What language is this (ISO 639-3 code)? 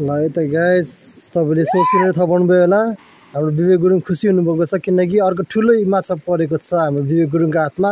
nep